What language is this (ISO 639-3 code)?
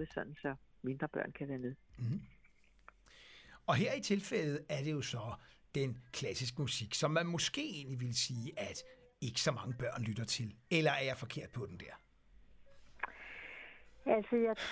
dan